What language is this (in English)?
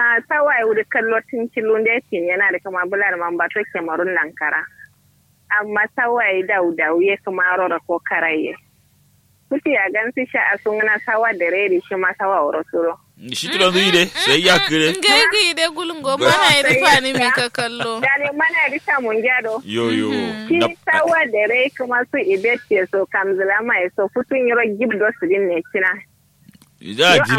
Kanuri